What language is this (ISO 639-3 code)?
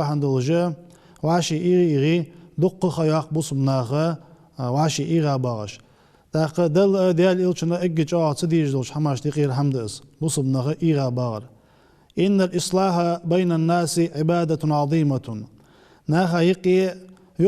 inh